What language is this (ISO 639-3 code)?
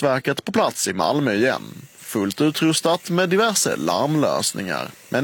swe